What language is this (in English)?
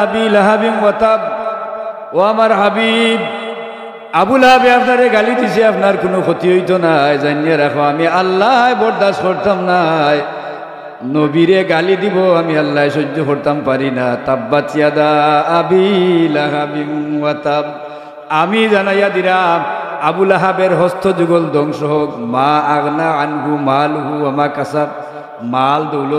Sylheti